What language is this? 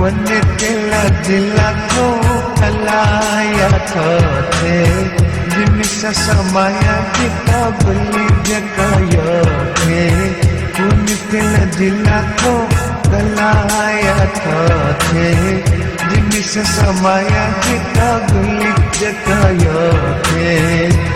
Newari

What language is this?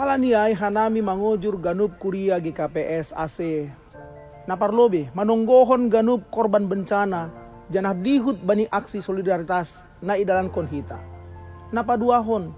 Batak Simalungun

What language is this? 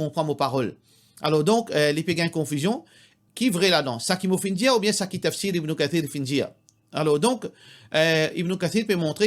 Morisyen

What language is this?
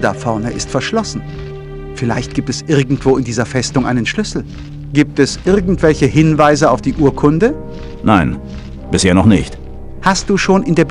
Bavarian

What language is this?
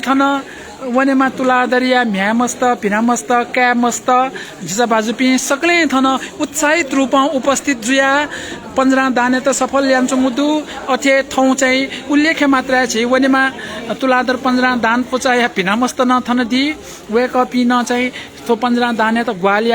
Newari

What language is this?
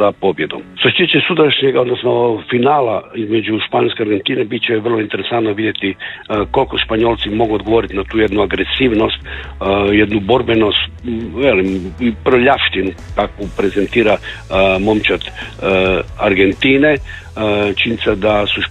Croatian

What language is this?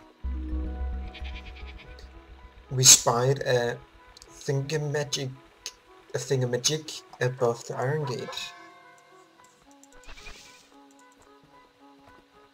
Danish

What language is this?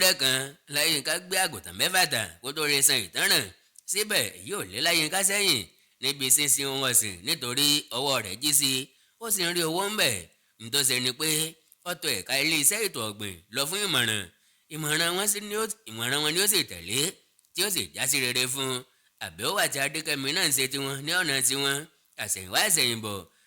Yoruba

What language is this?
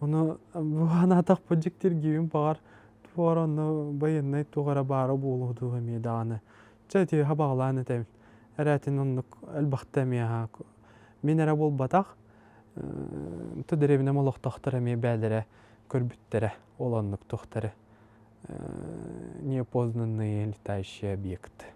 Yakut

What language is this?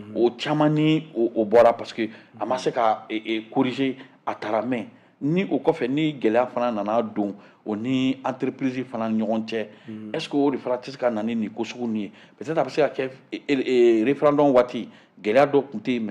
Bambara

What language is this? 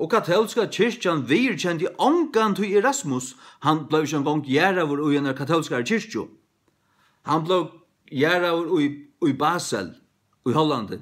Faroese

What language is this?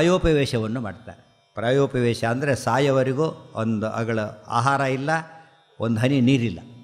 Kannada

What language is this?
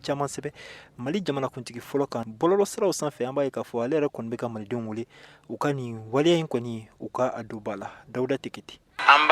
Bambara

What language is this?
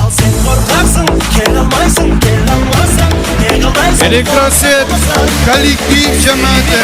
Kara-Kalpak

